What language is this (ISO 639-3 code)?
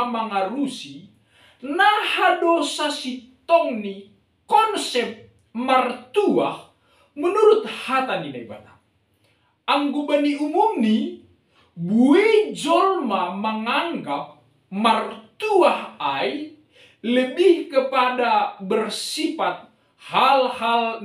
bts